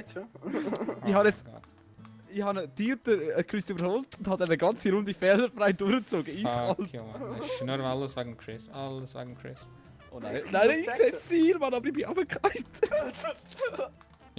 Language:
Swiss German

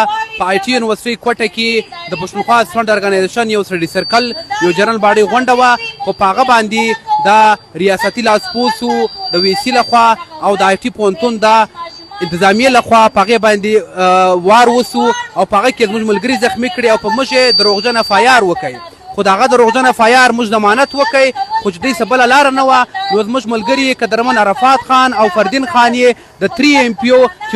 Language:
Pashto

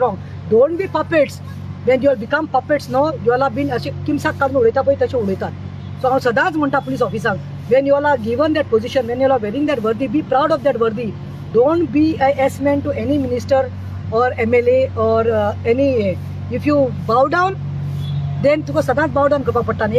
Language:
Konkani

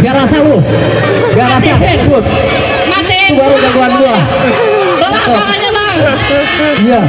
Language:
Betawi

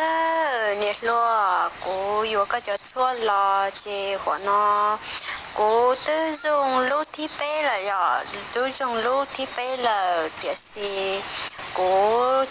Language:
Hmong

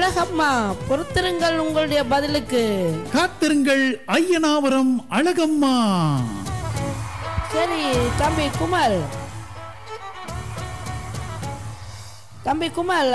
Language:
Tamil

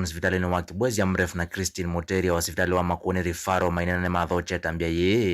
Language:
Kamba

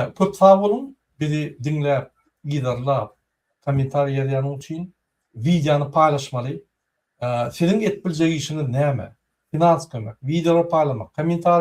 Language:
Turkmen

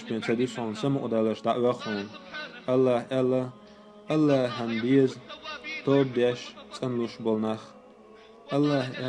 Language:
Chechen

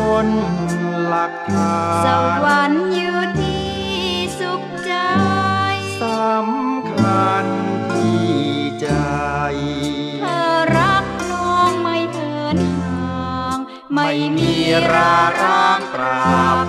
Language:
Thai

